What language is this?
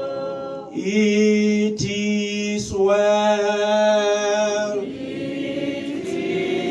Tswana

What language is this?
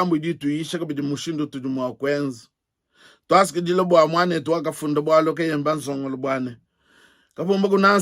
Luba-Lulua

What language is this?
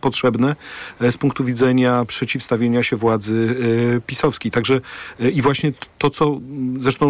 Polish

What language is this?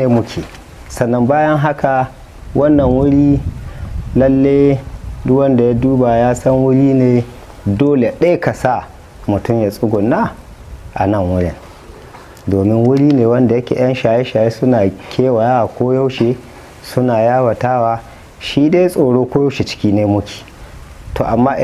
Hausa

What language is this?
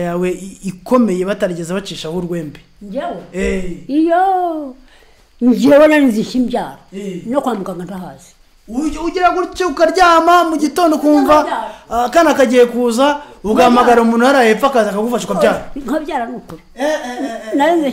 Kinyarwanda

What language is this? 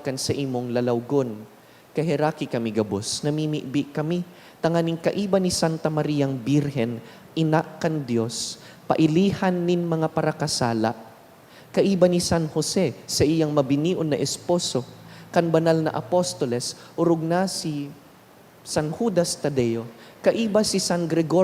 Bikol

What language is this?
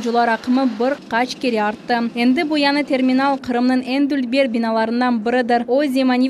Crimean Tatar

